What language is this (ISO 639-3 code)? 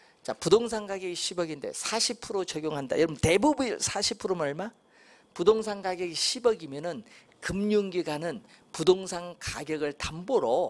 kor